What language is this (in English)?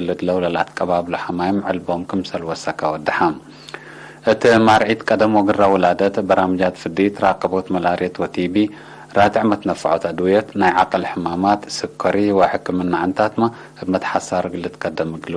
Tigre